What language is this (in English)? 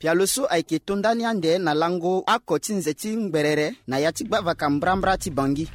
Sango